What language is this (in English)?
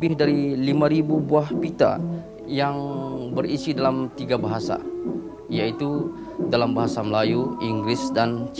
Malay